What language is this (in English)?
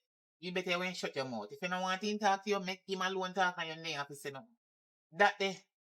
Jamaican Creole English